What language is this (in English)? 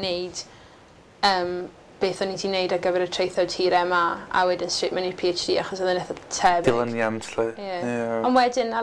Welsh